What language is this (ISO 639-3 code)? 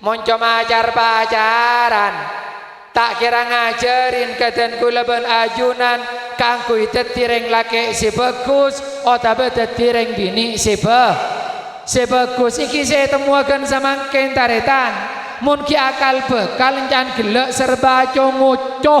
mad